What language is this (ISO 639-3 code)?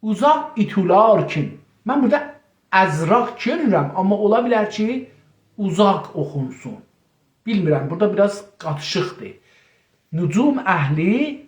azb